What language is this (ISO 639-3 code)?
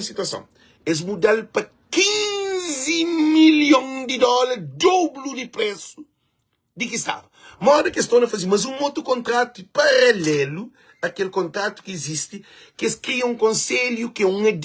kea